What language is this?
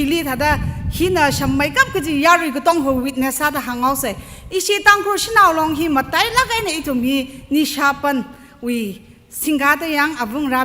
Tangkhul Naga (India)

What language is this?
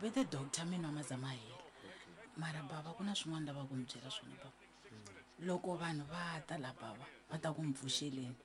Tsonga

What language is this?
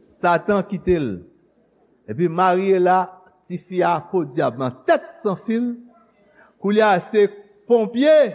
Haitian Creole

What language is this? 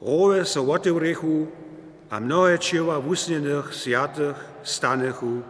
Upper Sorbian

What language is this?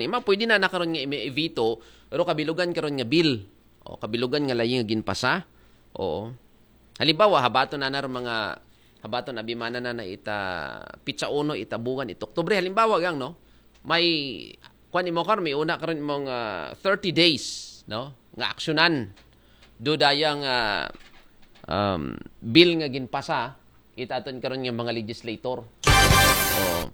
Aklanon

